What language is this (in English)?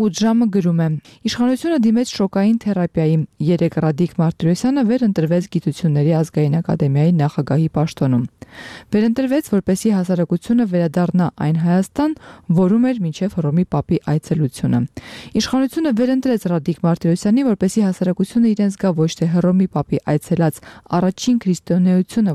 Armenian